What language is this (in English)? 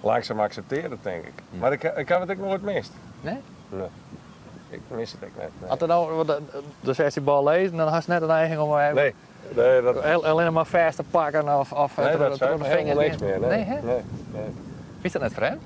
Western Frisian